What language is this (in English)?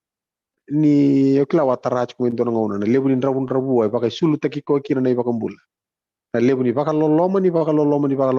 Fijian